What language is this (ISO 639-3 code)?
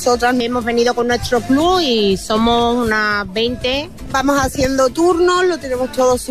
spa